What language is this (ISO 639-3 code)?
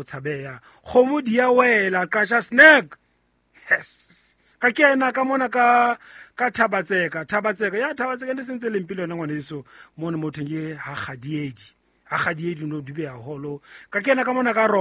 sot